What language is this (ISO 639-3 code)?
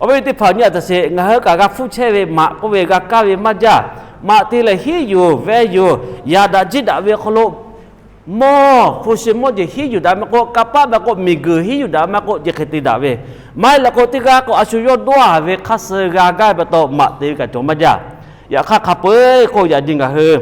lhu